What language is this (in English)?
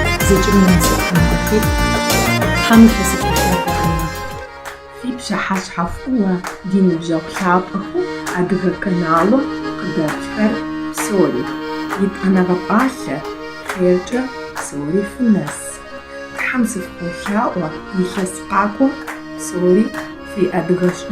Kabardian